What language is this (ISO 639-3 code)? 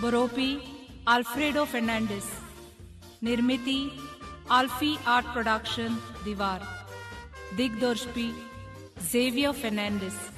kok